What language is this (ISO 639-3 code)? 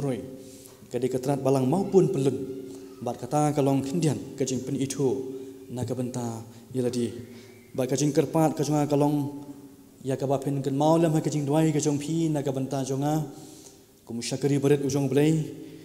kha